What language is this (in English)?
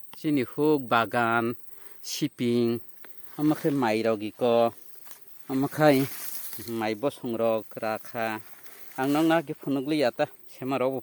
Kok Borok